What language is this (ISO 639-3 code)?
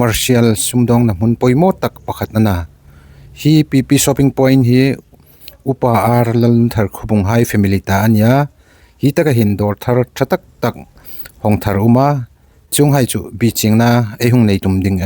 hmr